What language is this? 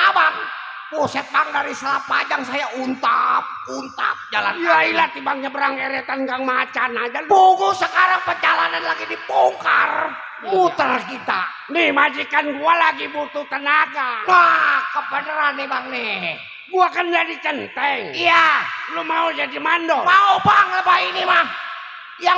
Betawi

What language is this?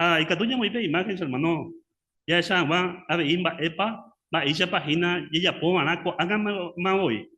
Guarani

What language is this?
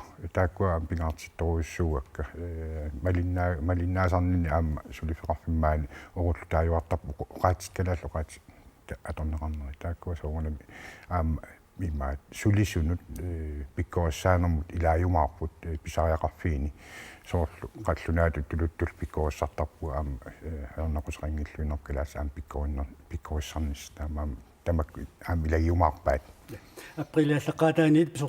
Kalaallisut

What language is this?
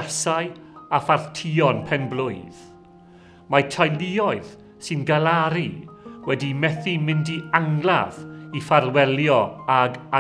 Welsh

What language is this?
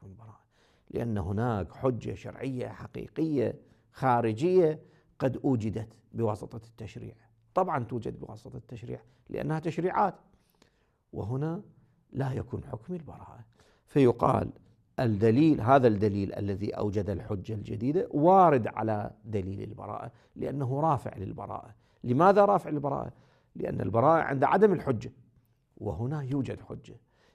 Moroccan Arabic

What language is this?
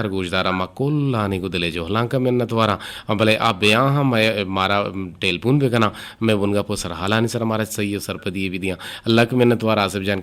Eastern Balochi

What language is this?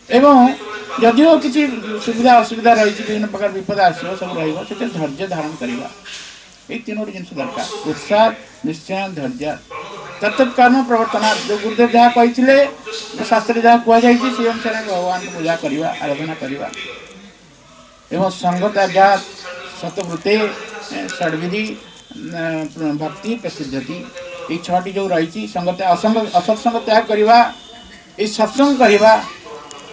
Odia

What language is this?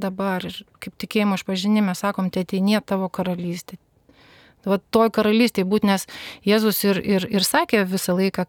Lithuanian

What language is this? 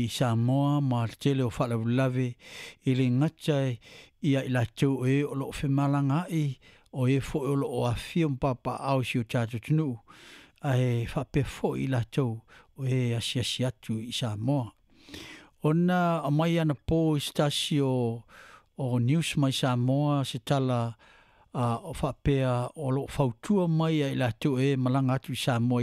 Samoan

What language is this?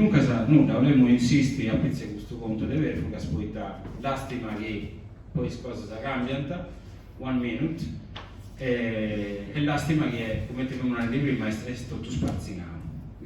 Sardinian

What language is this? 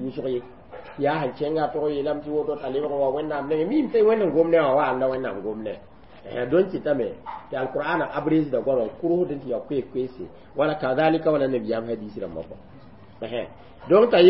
Mossi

